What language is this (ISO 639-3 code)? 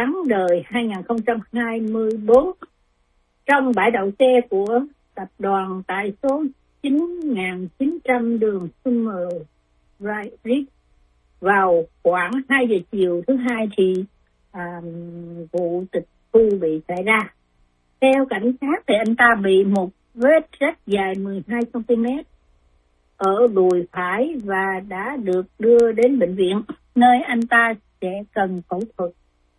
vie